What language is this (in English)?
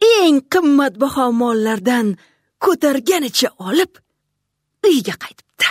Uzbek